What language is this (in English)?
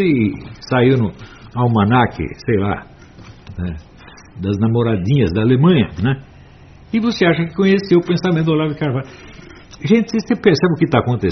Portuguese